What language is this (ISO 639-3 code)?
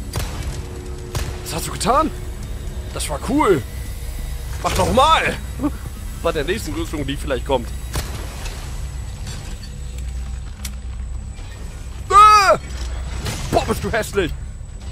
deu